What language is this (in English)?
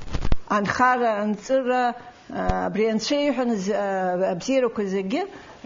Abkhazian